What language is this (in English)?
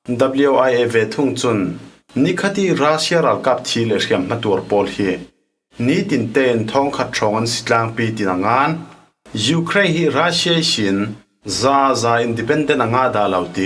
Falam Chin